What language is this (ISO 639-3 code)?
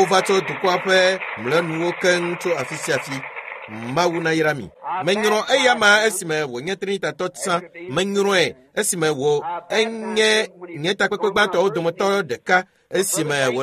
ewe